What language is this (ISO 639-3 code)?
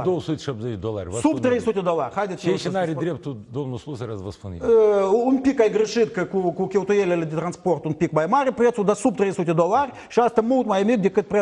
ron